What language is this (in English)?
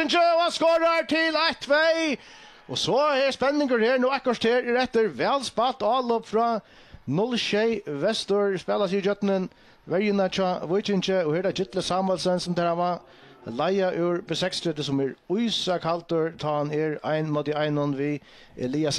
Faroese